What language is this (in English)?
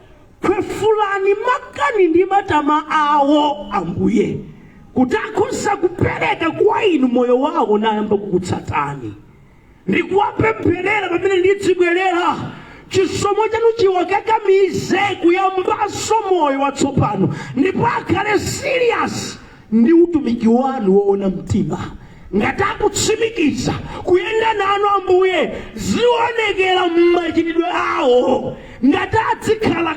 Nyanja